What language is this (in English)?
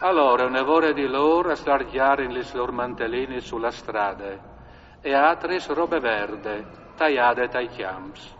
Friulian